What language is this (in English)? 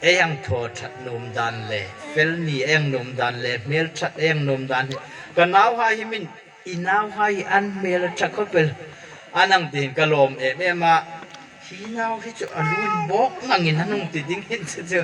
Hmar